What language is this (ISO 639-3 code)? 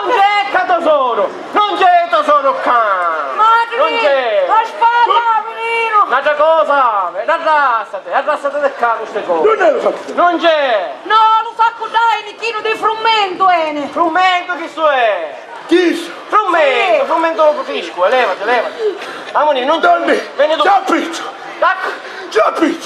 scn